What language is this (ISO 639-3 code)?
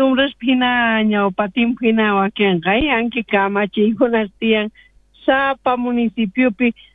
quh